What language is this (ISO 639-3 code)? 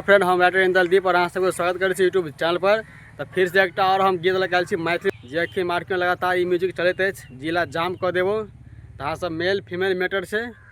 mai